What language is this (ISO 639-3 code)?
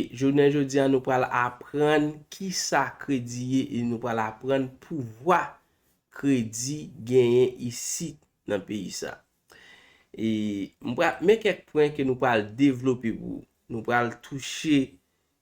hat